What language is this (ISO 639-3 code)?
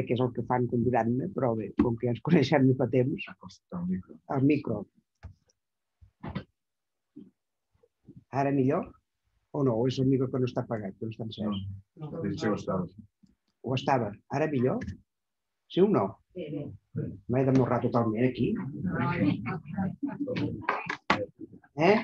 cat